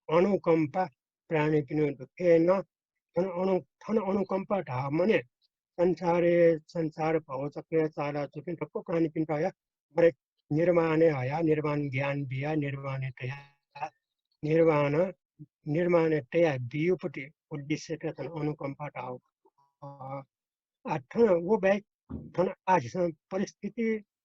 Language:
Newari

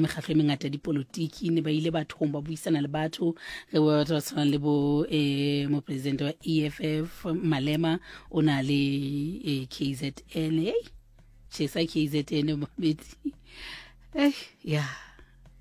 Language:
Southern Sotho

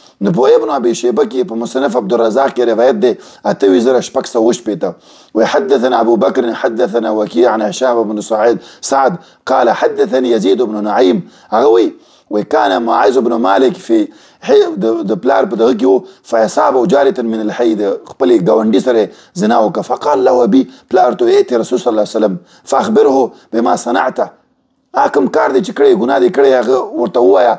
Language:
Pashto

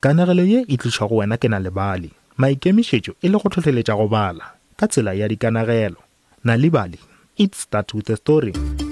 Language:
Northern Sotho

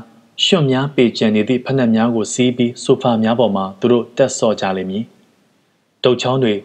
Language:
Burmese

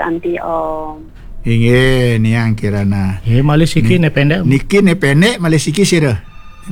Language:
Balinese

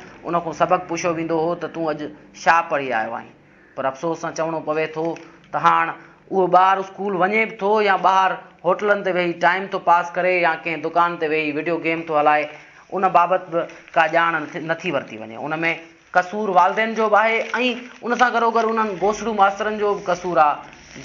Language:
Sindhi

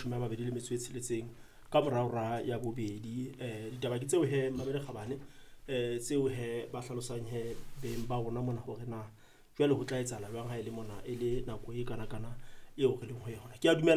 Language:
Southern Sotho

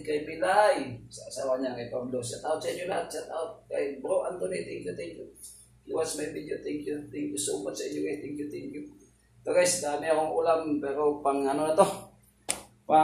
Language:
Filipino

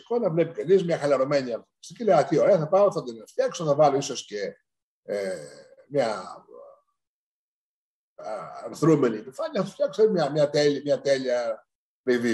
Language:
Greek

